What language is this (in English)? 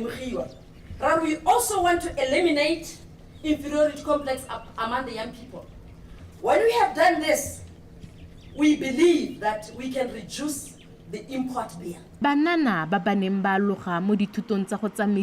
Tswana